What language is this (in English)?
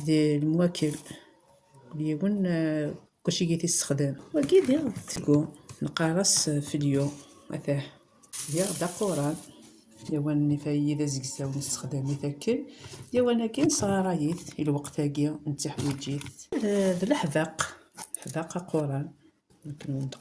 Kabyle